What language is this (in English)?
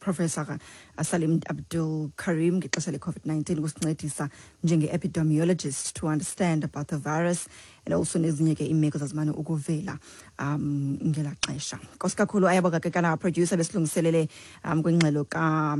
Xhosa